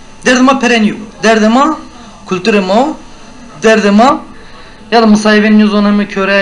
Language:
Zaza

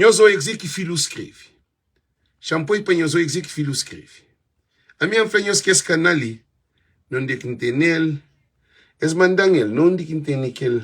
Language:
Kabuverdianu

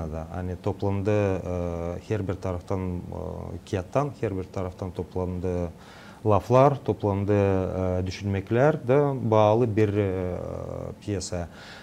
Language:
Gagauz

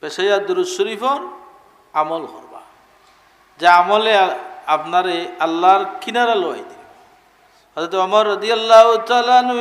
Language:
Sylheti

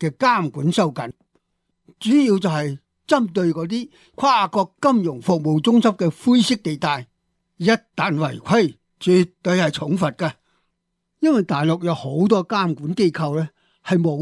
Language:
Cantonese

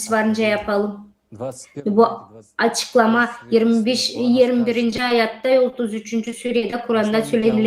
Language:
Gagauz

